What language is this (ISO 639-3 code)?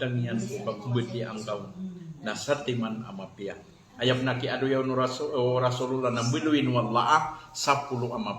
mrw